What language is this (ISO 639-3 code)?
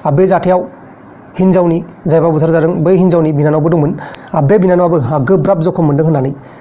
brx